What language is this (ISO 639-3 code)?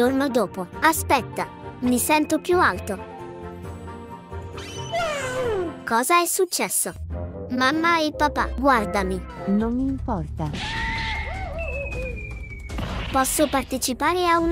ita